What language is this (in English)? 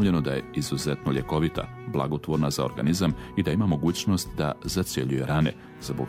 Bosnian